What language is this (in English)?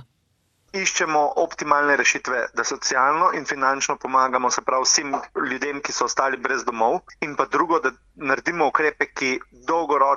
Slovenian